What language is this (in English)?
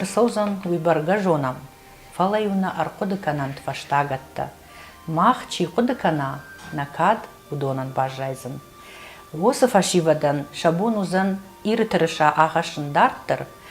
Ossetic